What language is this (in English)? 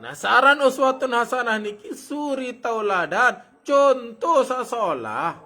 Sasak